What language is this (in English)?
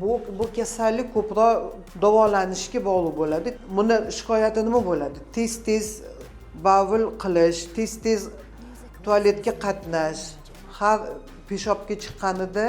Uzbek